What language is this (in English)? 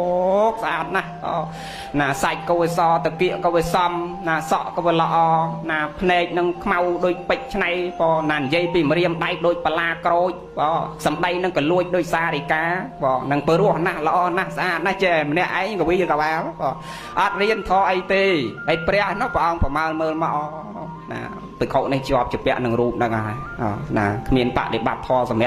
Khmer